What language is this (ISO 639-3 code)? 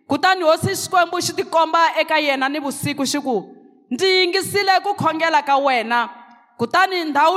tso